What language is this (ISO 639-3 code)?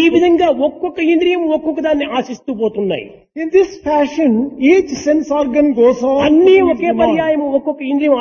tel